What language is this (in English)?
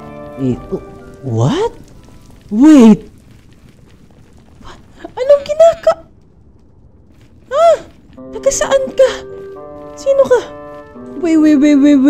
Filipino